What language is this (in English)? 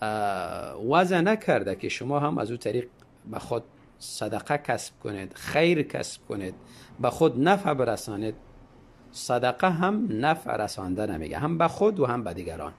Tajik